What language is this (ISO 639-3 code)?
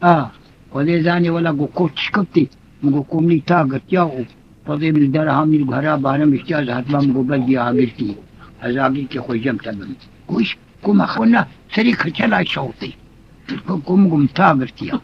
kur